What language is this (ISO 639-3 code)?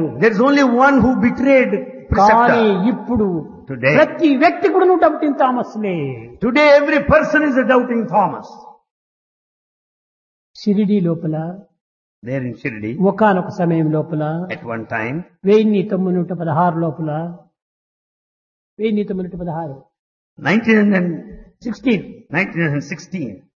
tel